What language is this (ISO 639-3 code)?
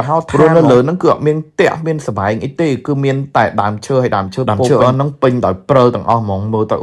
khm